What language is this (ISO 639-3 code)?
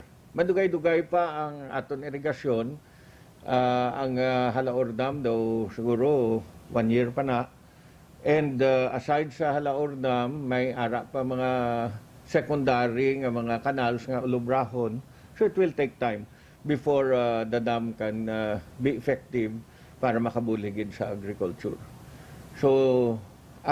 hil